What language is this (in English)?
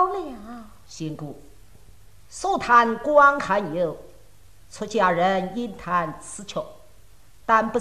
Chinese